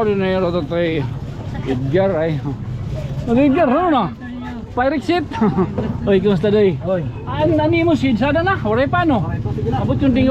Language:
Waray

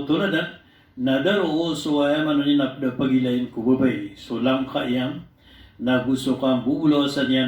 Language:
Maranao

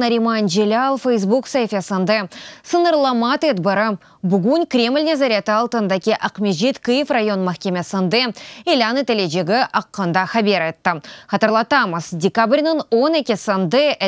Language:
Crimean Tatar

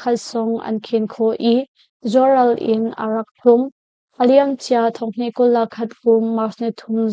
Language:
Hakha Chin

